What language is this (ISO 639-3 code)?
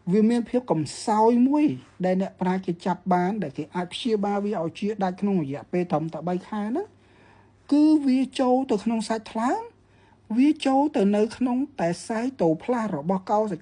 khm